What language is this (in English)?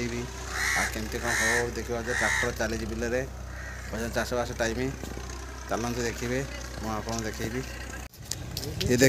Odia